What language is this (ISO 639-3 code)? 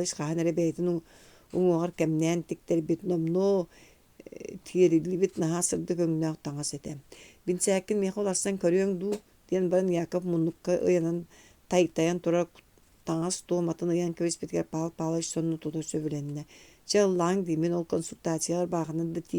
sah